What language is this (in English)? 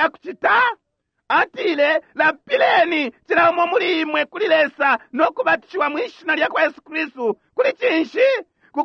Bemba